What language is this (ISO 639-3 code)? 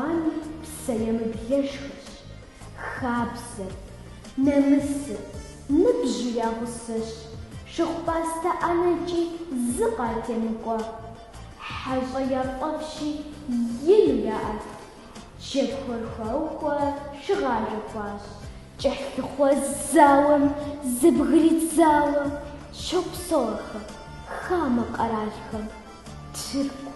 kbd